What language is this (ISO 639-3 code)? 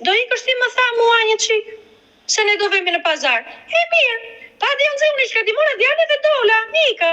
sqi